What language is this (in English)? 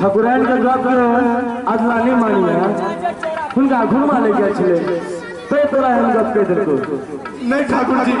Maithili